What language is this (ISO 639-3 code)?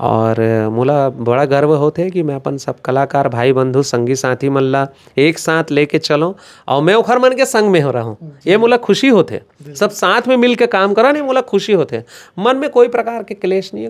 hne